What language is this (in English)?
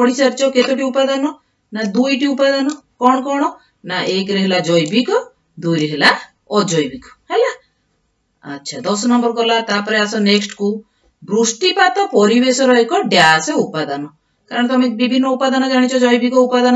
Odia